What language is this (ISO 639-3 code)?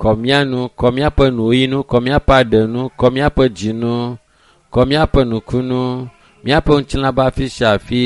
ewe